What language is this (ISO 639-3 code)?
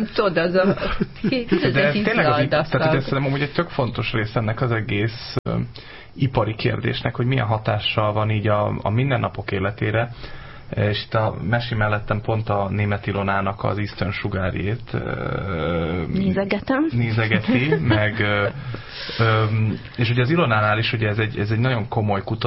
hun